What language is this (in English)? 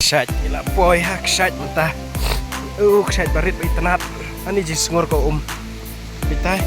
Khasi